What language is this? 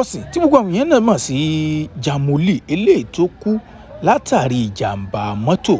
Yoruba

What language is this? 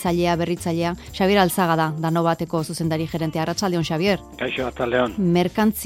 Basque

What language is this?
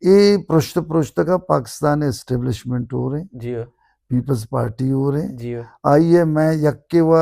Baluchi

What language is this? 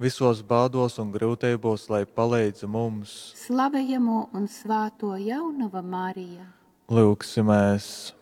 Latgalian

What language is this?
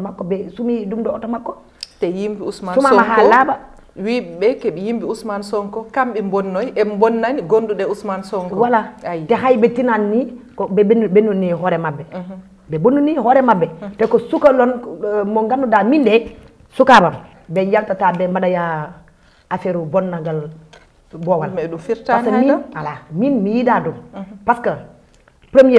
Fula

